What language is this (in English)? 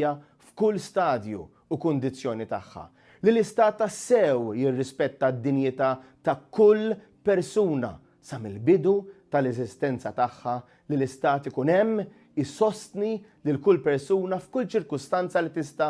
Maltese